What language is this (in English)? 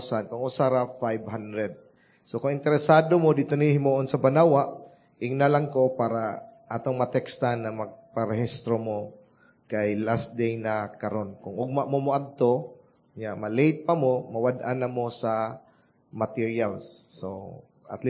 Cebuano